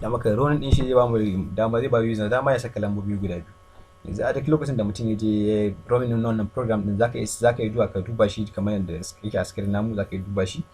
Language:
Hausa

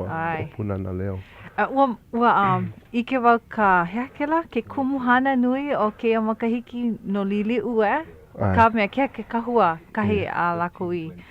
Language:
Hawaiian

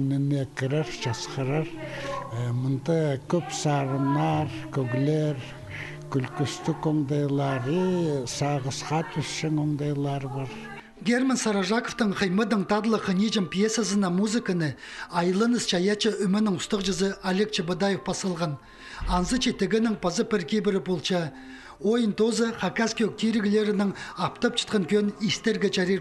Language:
Khakas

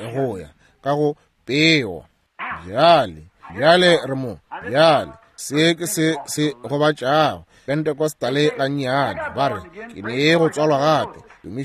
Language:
Northern Sotho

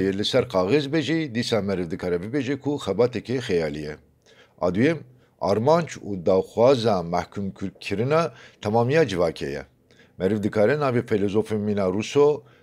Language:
Kurdish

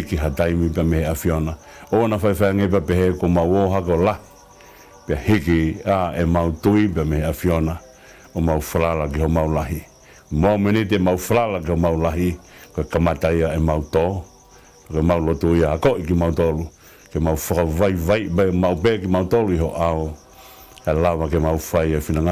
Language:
Tongan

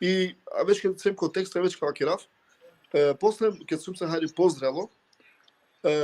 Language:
Balkan Romani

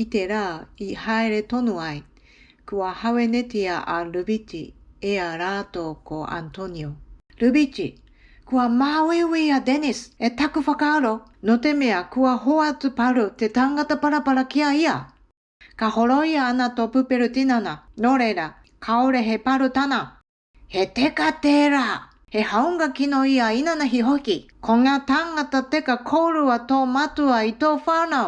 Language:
Māori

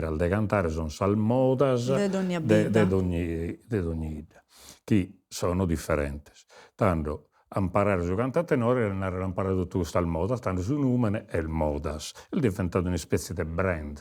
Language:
Sardinian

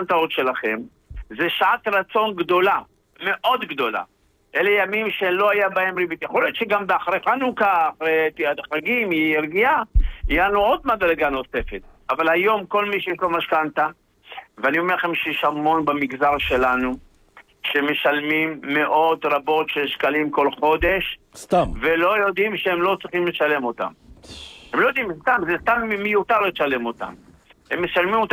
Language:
Hebrew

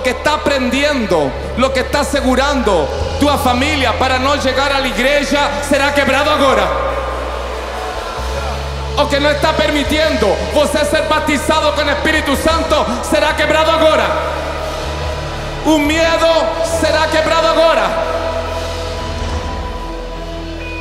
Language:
Portuguese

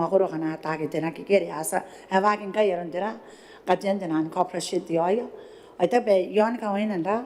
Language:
Gilbertese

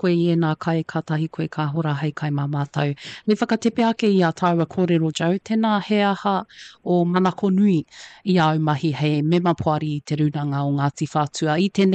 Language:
Māori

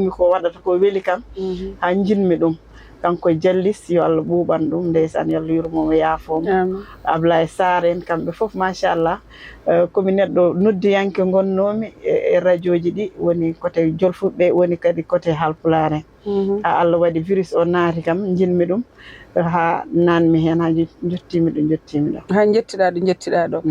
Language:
Fula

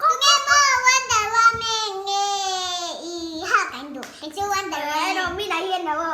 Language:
Mizo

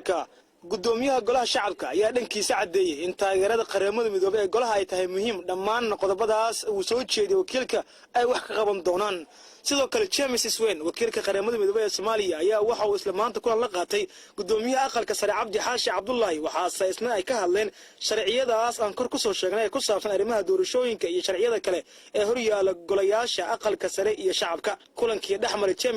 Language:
Somali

